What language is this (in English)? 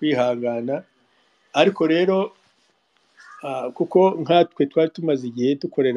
Kinyarwanda